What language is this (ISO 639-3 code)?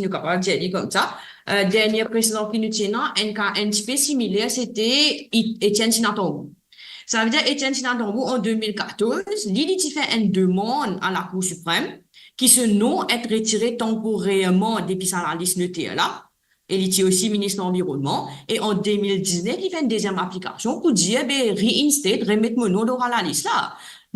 mfe